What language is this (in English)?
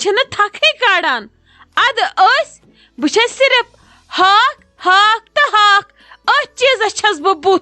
Kashmiri